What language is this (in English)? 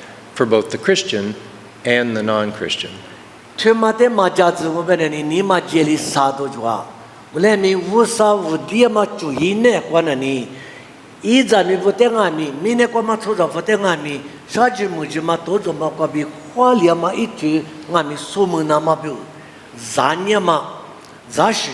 Lisu